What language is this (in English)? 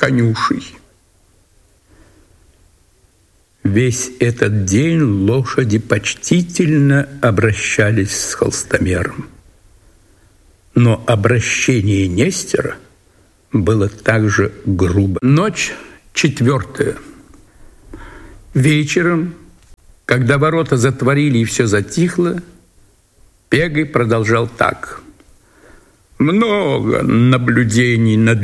Russian